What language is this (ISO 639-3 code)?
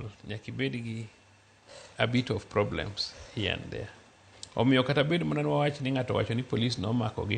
luo